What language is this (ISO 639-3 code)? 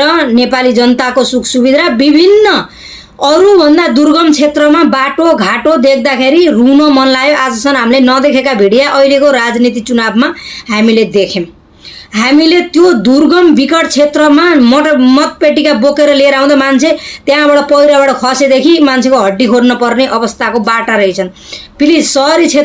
nep